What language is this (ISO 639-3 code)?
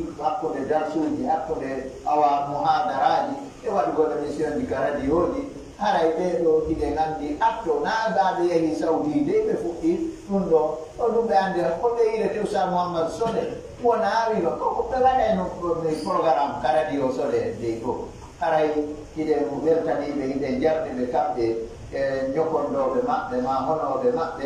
fuf